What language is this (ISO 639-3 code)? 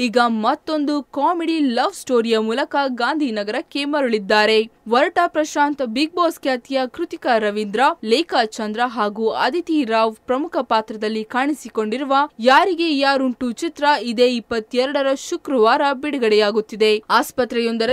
kan